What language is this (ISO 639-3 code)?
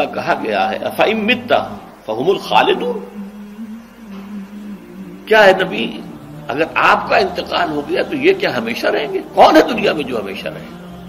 urd